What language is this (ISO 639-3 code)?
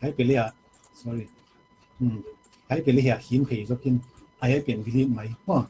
pck